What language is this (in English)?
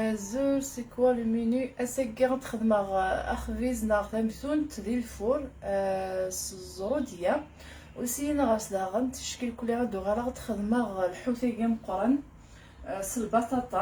Kabyle